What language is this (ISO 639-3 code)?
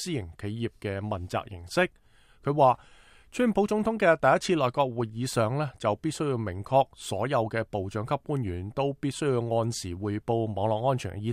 yue